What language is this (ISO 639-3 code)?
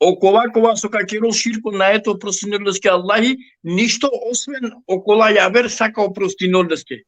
rmn